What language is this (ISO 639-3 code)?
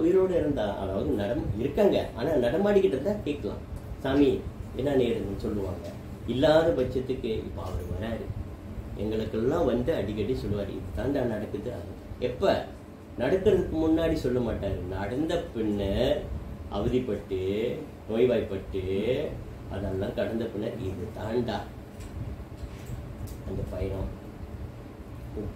tam